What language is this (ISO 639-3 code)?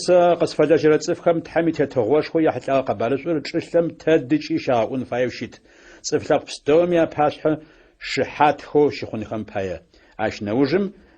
ady